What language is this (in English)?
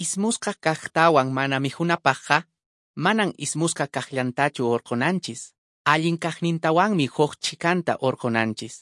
Quechua